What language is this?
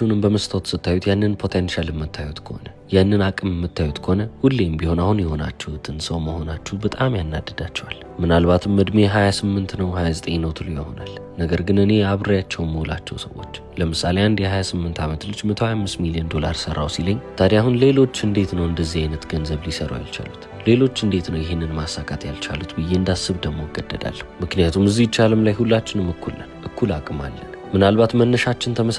Amharic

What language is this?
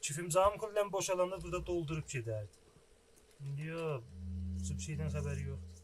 South Azerbaijani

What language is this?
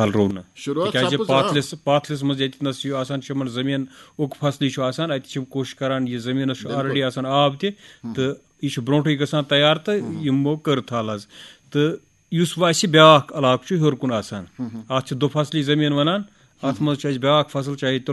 Kashmiri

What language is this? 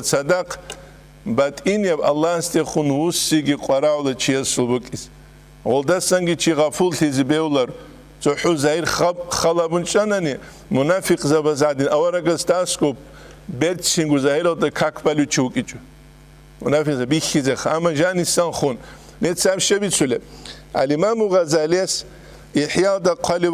Avaric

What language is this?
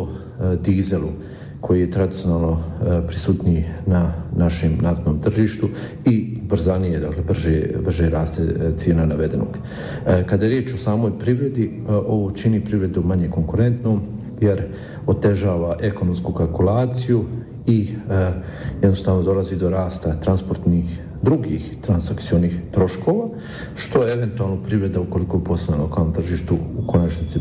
Bosnian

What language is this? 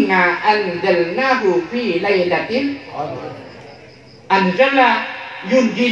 Madurese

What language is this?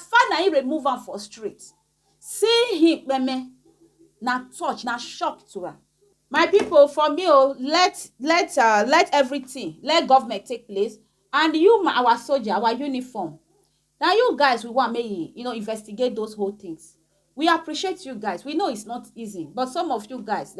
Nigerian Pidgin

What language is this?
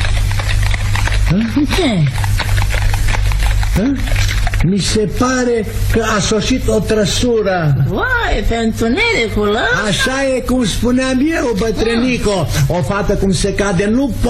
Romanian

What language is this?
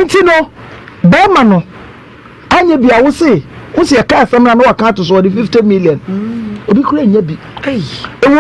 Akan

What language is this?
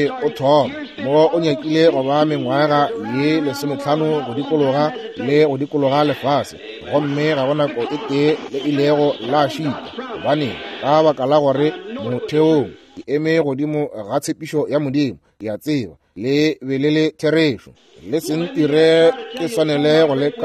Northern Sotho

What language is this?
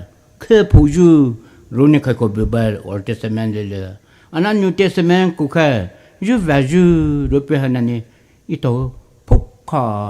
Poumei Naga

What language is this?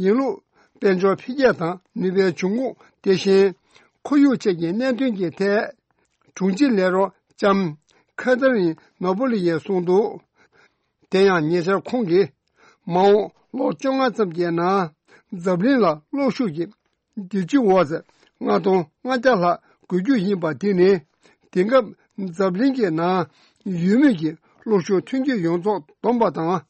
Tibetan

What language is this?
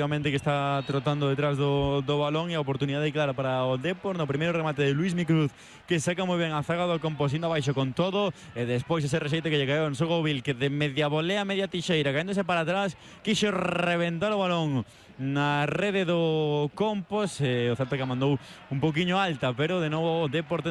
Galician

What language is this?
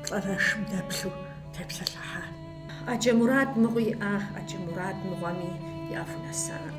Kabardian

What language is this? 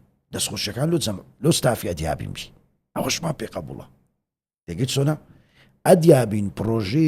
Central Kurdish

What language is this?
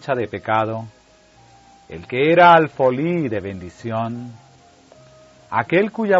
Spanish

